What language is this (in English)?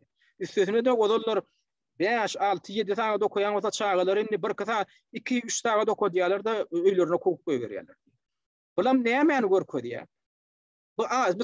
Turkmen